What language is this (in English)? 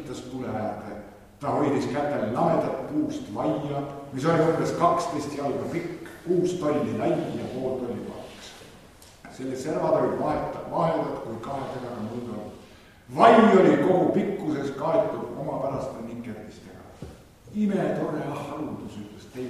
Estonian